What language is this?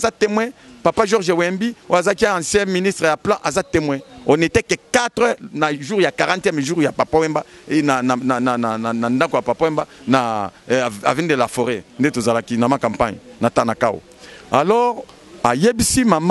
Lingala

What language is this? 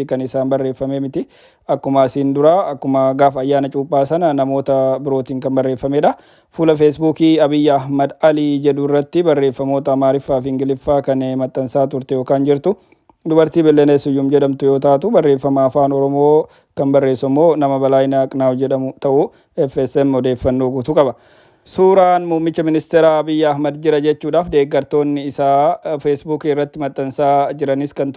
Oromo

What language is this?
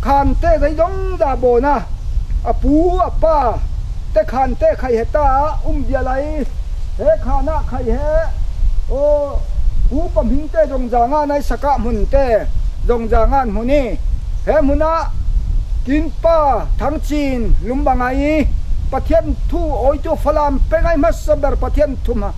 Falam Chin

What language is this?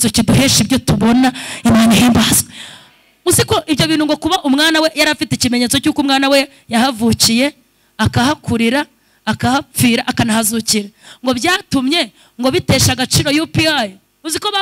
Kinyarwanda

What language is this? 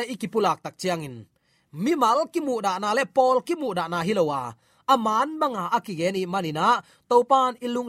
Tedim Chin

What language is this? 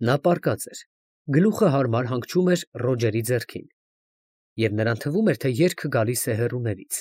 Armenian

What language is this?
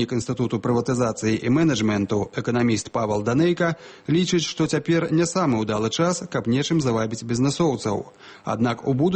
Belarusian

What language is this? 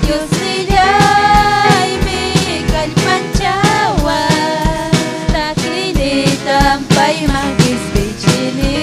Ayacucho Quechua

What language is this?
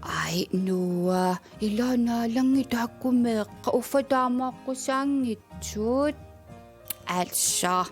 Kalaallisut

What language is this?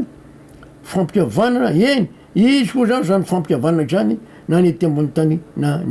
Malagasy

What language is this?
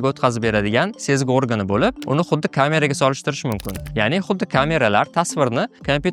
Uzbek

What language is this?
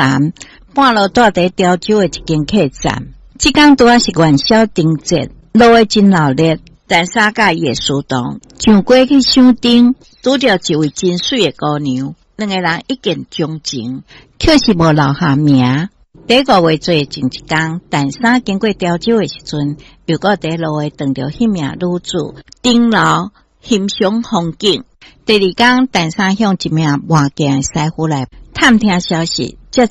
Min Nan Chinese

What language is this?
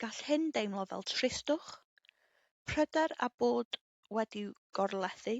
Welsh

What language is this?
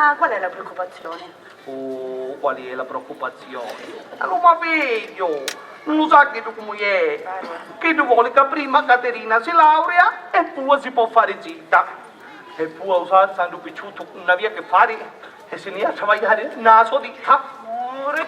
Sicilian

